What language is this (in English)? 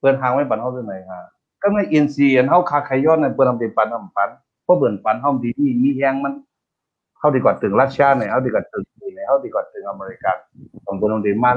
Shan